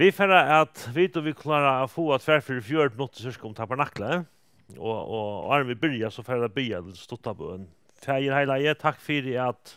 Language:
Faroese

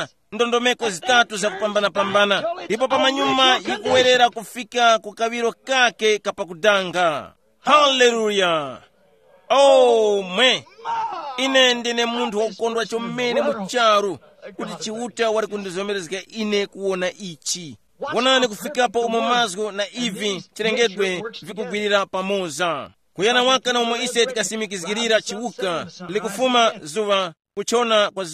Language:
Tumbuka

